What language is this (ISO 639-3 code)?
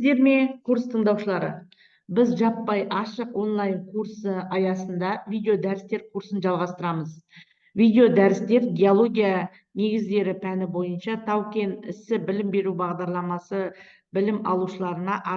kaz